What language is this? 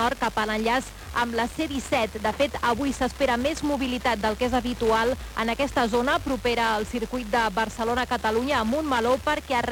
Catalan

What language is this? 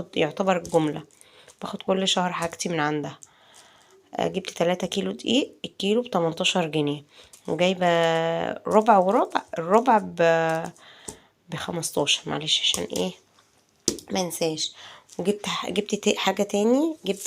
Egyptian Arabic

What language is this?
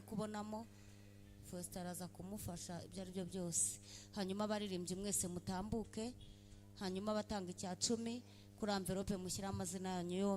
Kinyarwanda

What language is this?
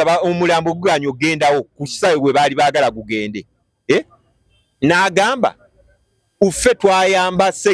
Ganda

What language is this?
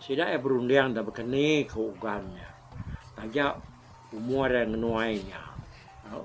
Iban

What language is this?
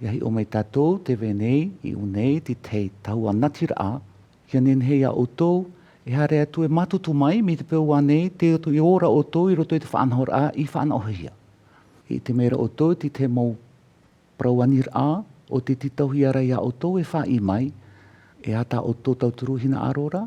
Tahitian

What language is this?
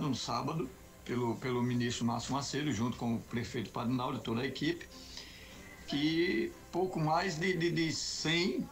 Portuguese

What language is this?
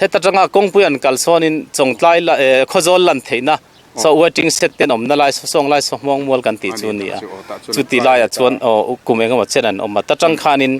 Mizo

